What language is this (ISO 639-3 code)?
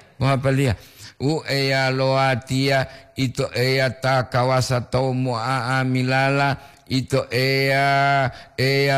gor